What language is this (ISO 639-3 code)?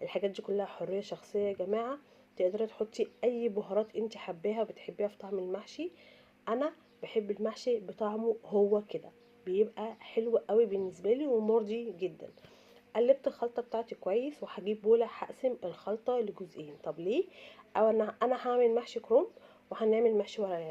arz